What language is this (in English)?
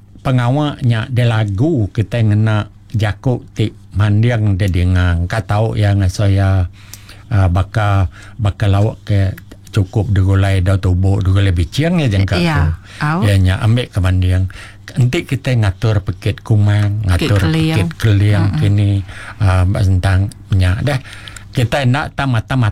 Iban